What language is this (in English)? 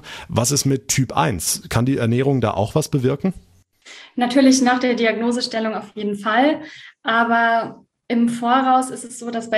German